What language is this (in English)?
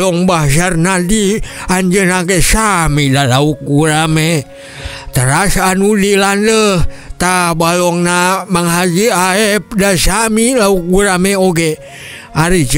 Sundanese